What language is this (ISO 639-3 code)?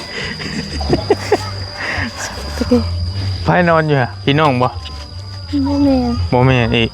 lao